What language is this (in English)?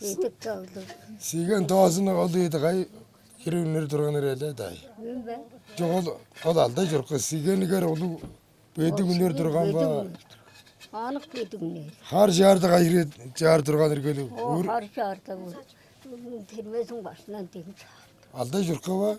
Tuvinian